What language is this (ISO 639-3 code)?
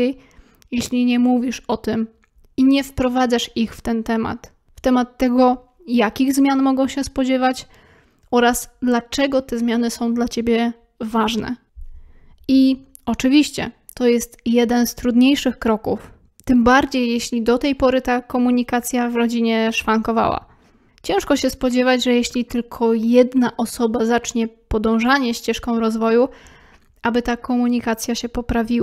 pol